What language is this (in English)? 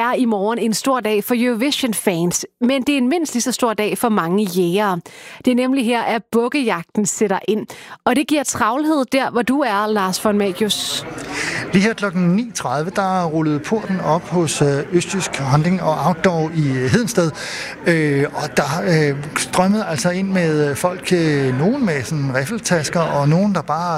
Danish